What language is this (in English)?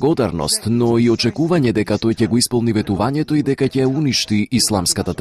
Macedonian